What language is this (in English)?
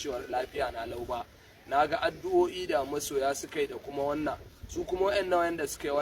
Hausa